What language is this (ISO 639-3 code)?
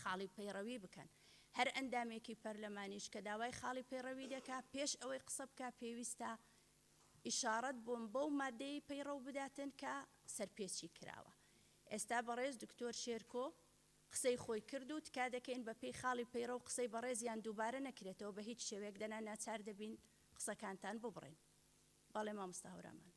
ckb